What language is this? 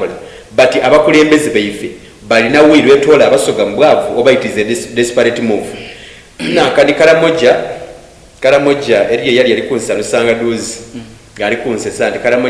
Soga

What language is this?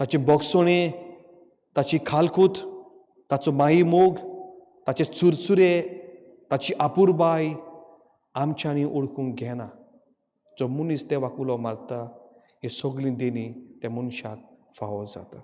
Konkani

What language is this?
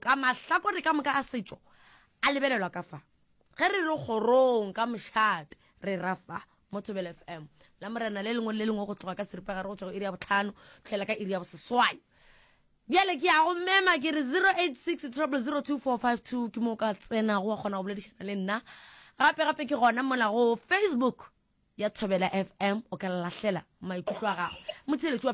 Northern Sotho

